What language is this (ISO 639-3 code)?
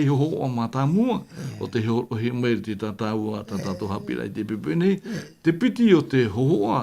tah